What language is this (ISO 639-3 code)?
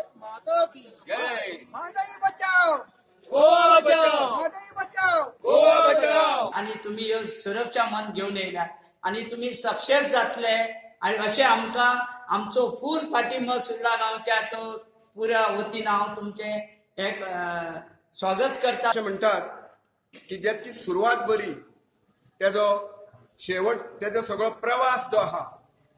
kok